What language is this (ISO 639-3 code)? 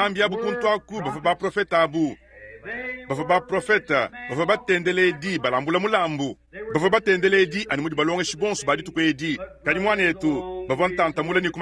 lua